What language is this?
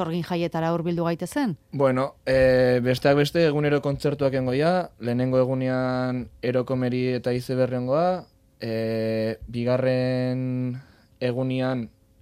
Basque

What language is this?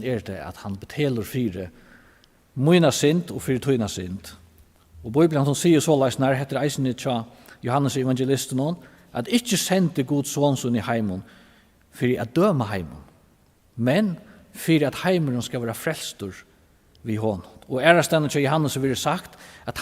Faroese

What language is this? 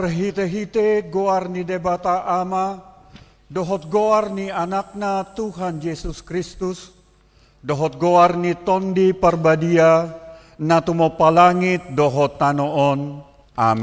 Batak Toba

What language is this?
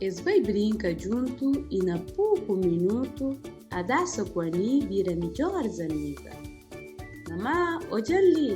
Kabuverdianu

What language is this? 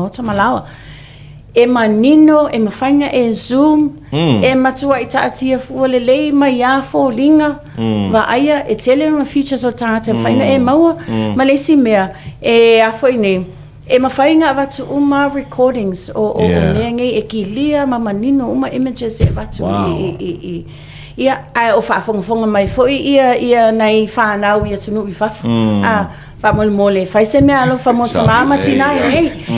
Samoan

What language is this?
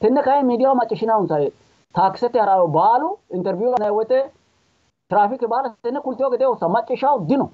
Sidamo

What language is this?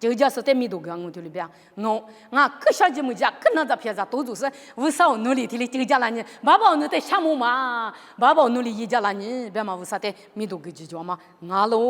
Lisu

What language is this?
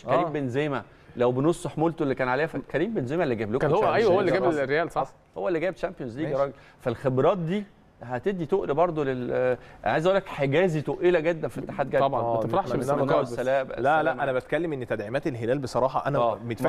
Egyptian Arabic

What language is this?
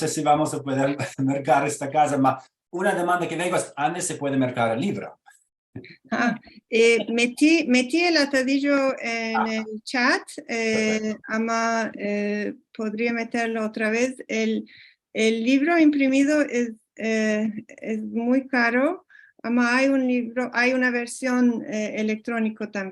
Ladino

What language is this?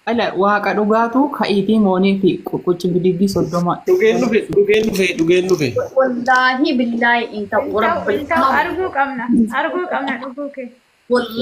Oromo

